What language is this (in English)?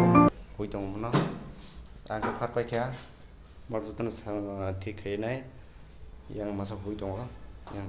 Kok Borok